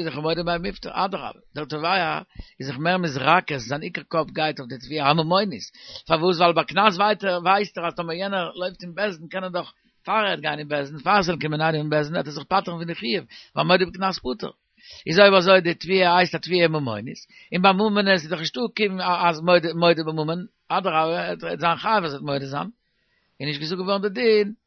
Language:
Yiddish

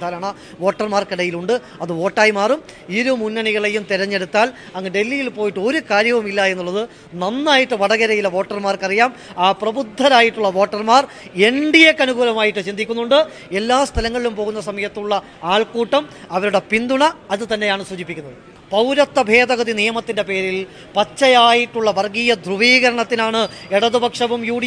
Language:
Malayalam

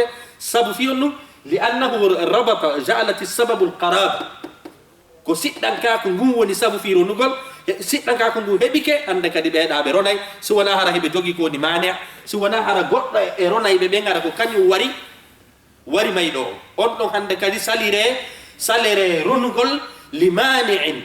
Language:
Fula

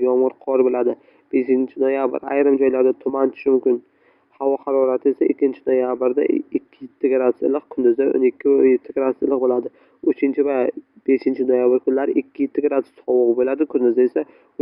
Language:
Uzbek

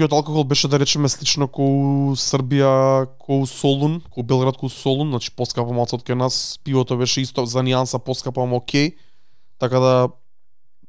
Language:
Macedonian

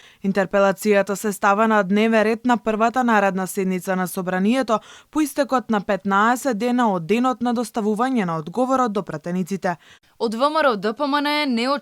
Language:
Macedonian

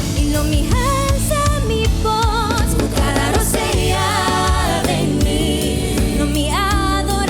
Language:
Papiamento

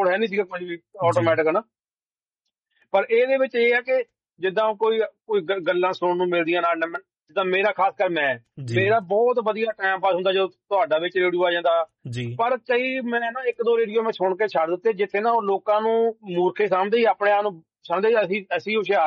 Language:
Punjabi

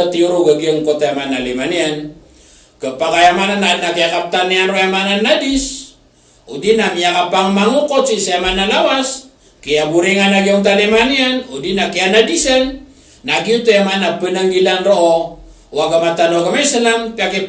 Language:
Maranao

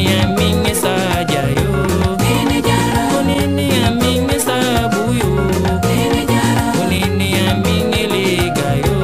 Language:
Ngäbere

